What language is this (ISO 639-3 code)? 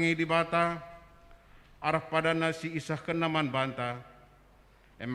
btx